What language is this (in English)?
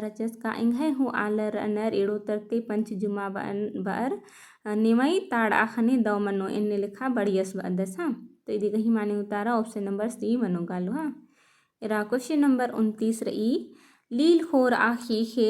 Kurukh